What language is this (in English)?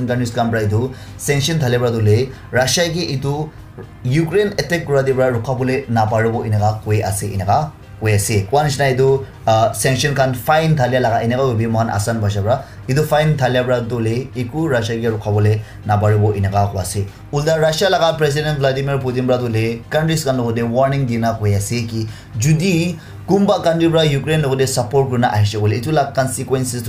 Naga Pidgin